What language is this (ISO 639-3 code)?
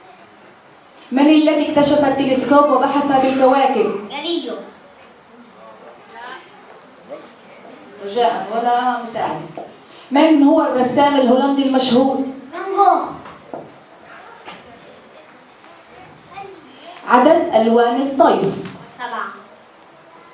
ara